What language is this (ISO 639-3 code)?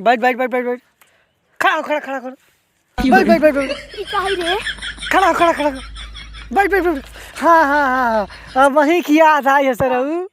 awa